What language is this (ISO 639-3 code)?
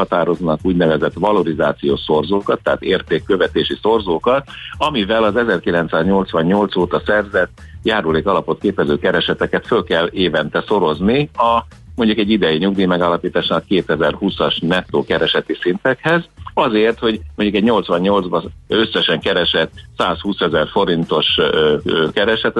hun